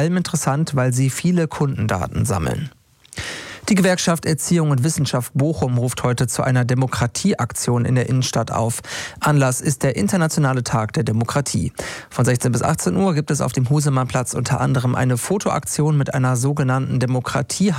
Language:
German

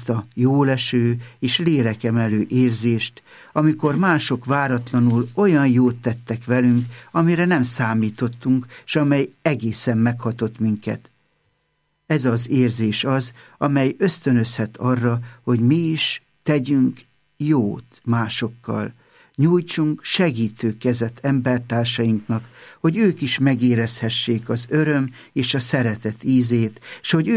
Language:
Hungarian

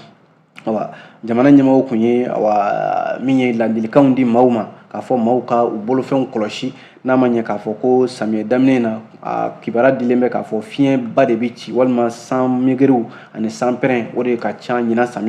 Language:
Bambara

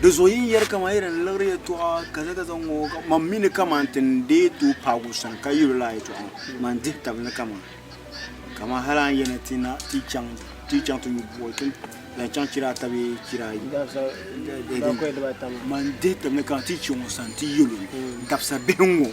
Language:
Dagbani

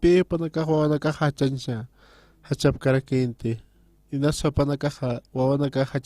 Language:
Aymara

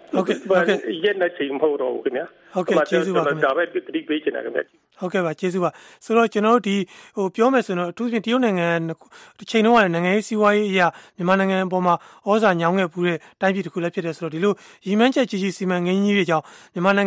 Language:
Burmese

